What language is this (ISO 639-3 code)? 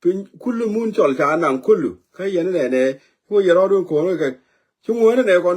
nus